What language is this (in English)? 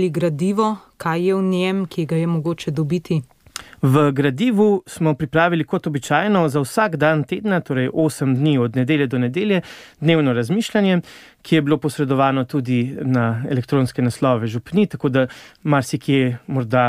Slovenian